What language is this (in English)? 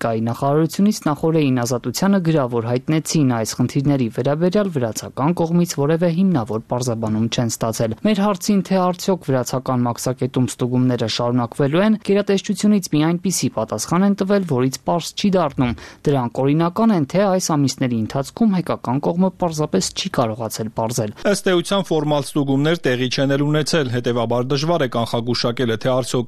Armenian